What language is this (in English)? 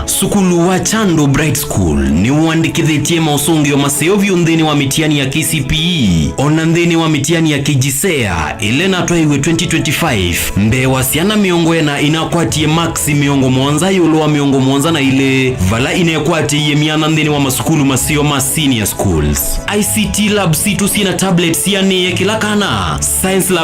Kamba